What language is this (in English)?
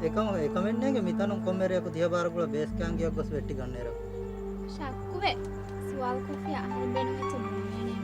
Divehi